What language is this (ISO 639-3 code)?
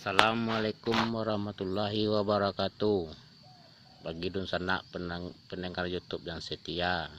min